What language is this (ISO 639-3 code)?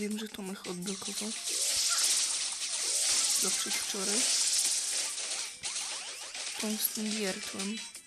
pol